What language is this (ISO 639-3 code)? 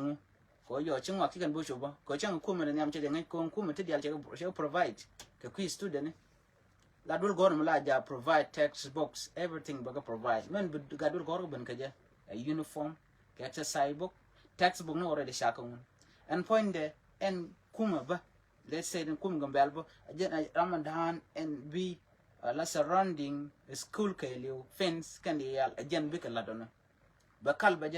nus